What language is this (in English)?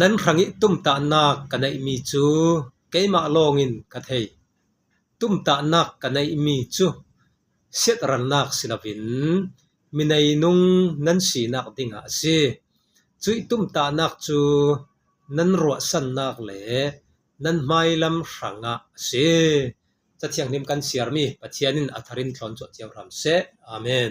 Falam Chin